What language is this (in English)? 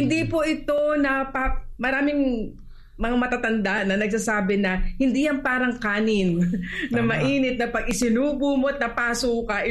Filipino